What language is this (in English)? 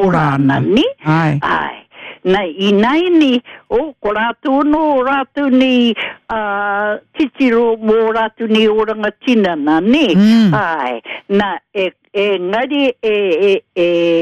Māori